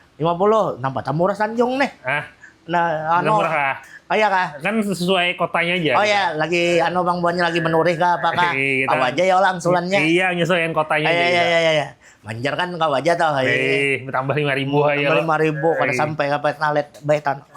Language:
Banjar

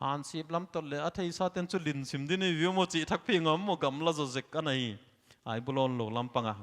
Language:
Paite Chin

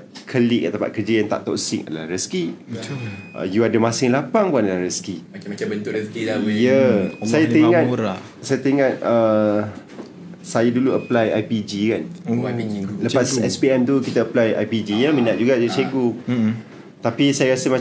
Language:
Malay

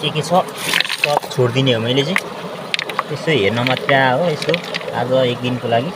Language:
Nepali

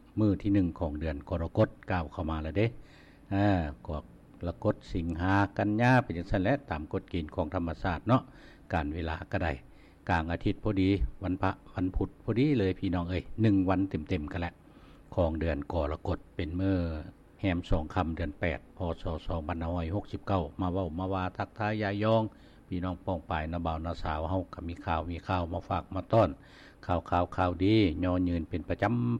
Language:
Lao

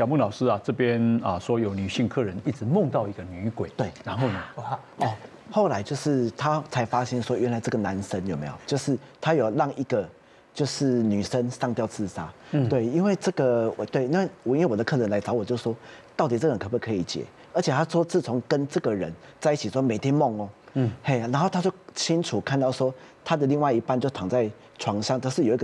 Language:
Chinese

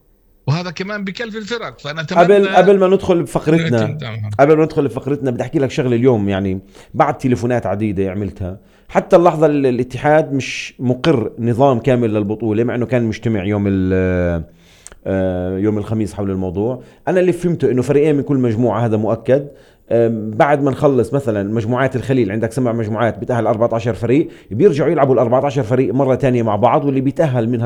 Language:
North Levantine Arabic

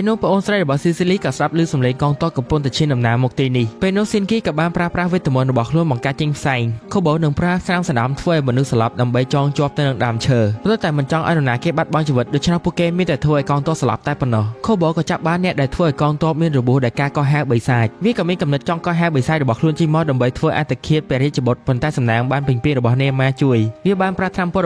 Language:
Khmer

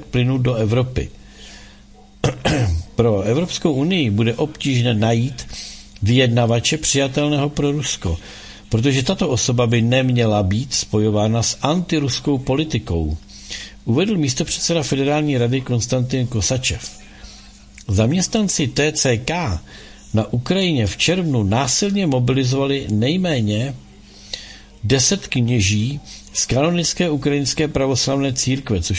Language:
Czech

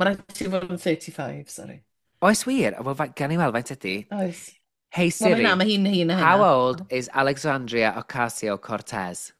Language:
Welsh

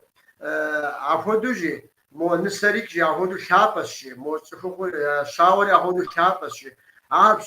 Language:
Kabardian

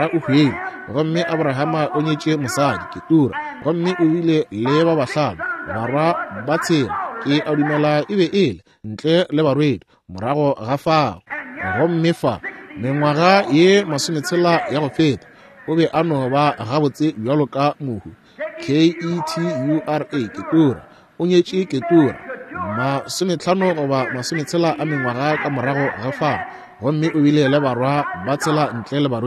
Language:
Northern Sotho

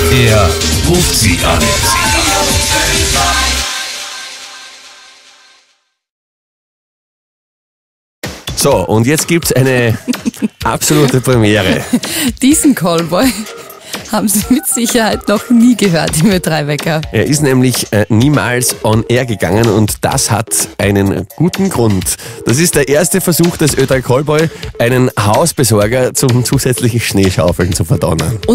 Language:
German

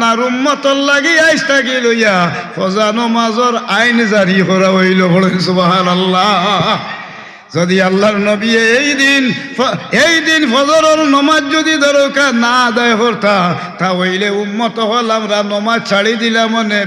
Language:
Sylheti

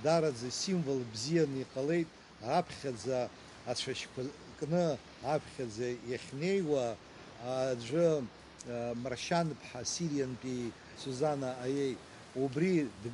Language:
Abkhazian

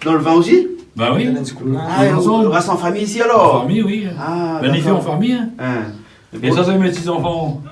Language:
Réunion Creole French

